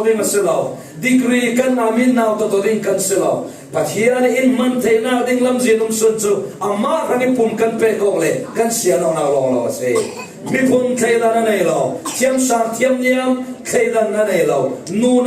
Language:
Falam Chin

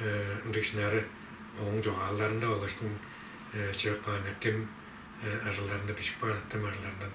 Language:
Tuvinian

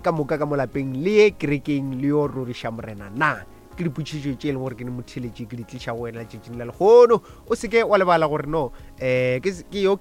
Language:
Northern Sotho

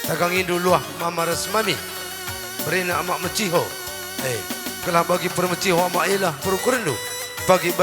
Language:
Batak Karo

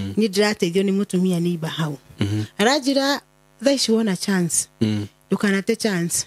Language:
Kikuyu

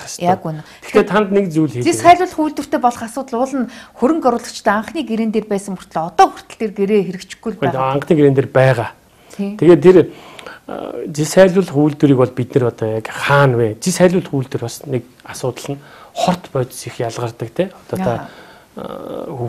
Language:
Mongolian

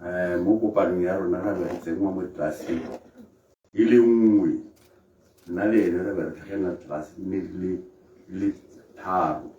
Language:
Tswana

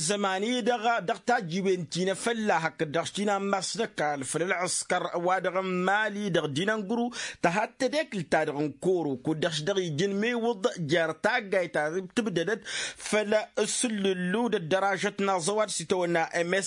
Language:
Tamasheq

